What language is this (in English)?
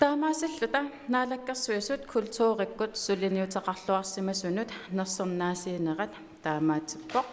Kalaallisut